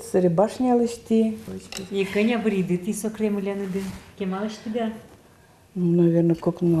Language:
Udmurt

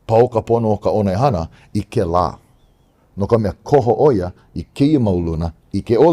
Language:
Hawaiian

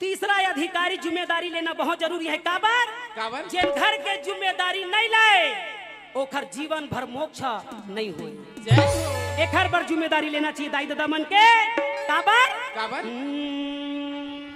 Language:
Chhattisgarhi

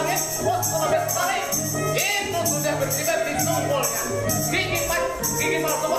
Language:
Banjar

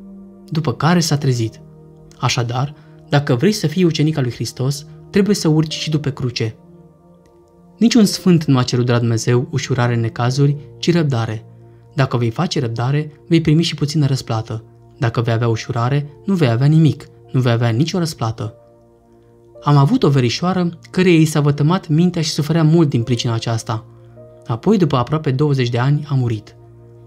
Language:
Romanian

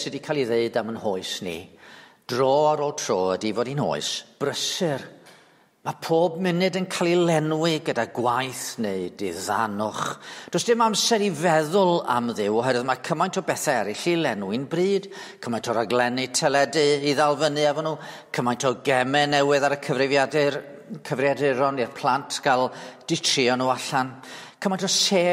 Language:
Welsh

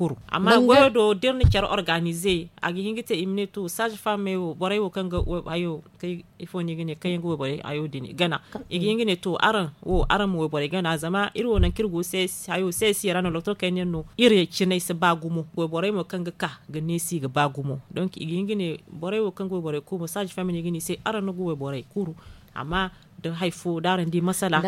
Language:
Zarma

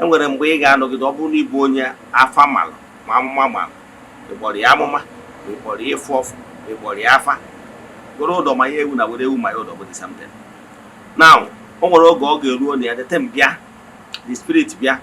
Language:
Igbo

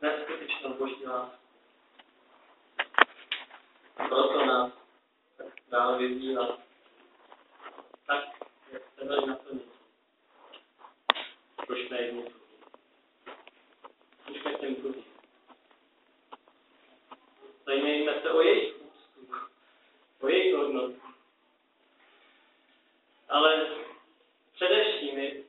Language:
Czech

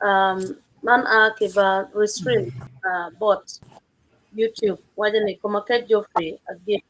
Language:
Acoli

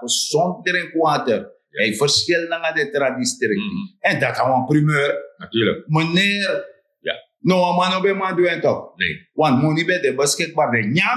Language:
Sranan Tongo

